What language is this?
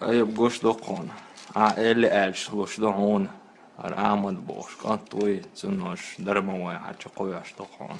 Chechen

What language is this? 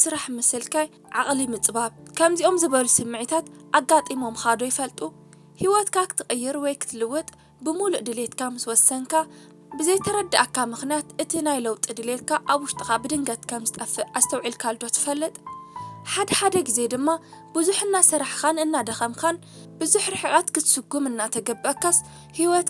Tigrinya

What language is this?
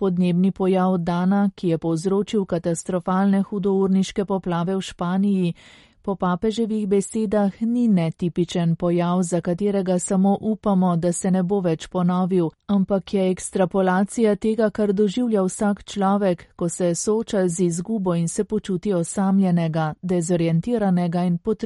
Slovenian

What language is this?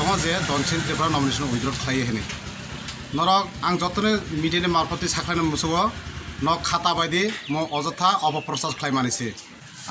Kok Borok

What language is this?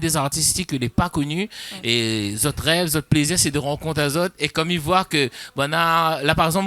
Réunion Creole French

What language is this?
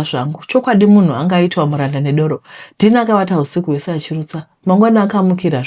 Shona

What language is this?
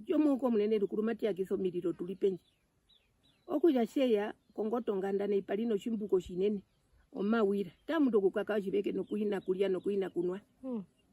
Herero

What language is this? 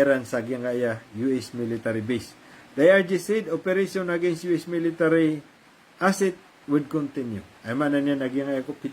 Maranao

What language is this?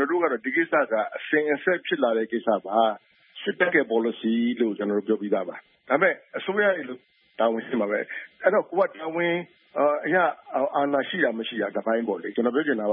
Burmese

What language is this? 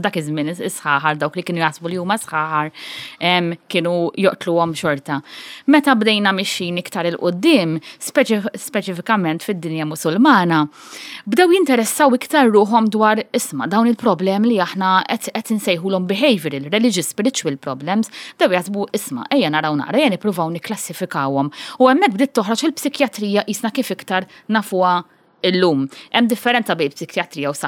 Maltese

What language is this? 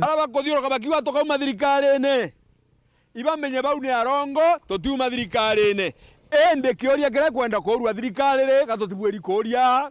Meru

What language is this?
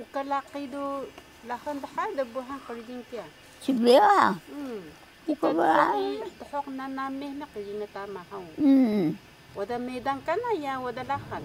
Taroko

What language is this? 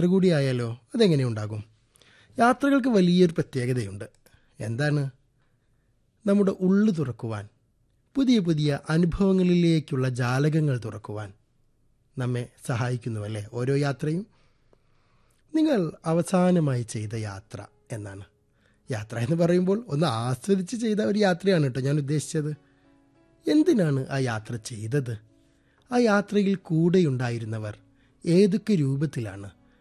Malayalam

